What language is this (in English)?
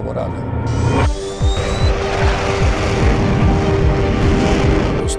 Spanish